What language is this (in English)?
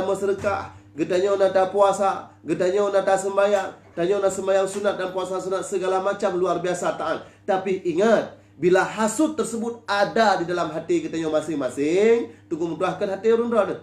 Achinese